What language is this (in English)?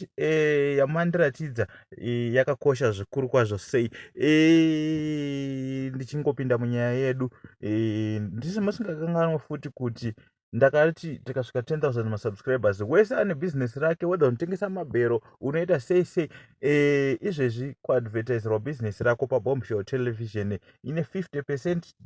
Shona